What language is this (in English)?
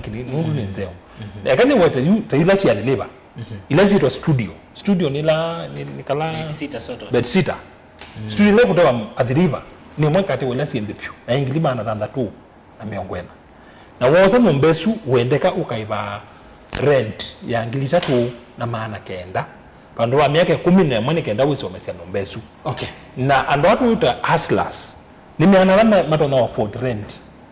Kamba